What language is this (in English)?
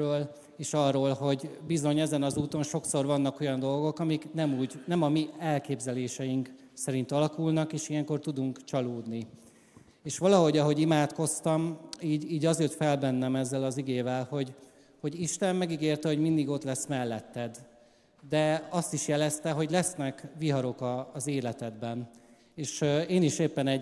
Hungarian